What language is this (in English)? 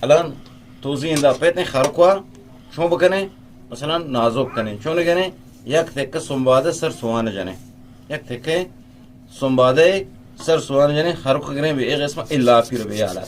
Eastern Balochi